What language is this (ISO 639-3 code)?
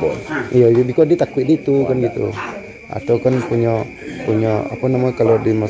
min